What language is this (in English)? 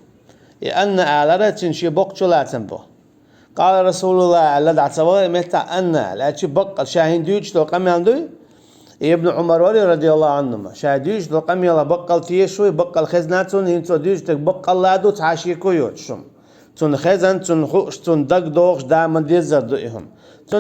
Chechen